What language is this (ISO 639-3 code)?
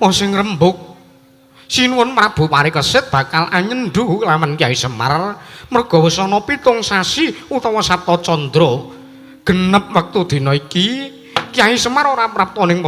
jav